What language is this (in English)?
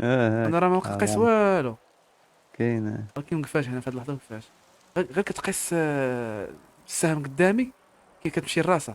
Moroccan Arabic